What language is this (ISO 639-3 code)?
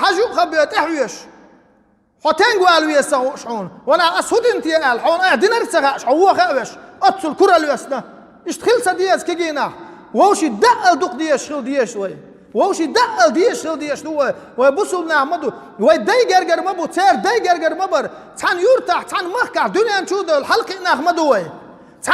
che